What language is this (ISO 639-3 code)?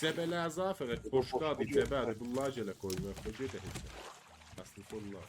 azb